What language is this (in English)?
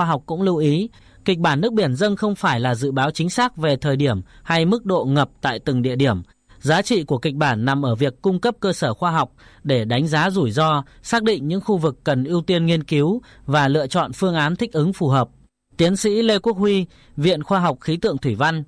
Vietnamese